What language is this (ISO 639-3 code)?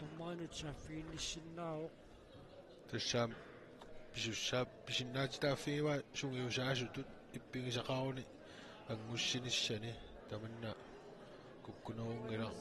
kal